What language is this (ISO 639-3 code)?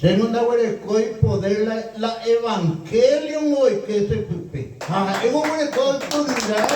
grn